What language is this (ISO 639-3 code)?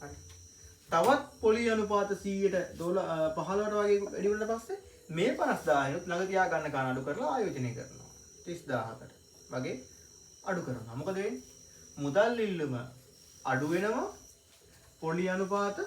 sin